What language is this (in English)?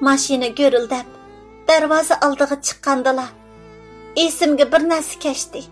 Uyghur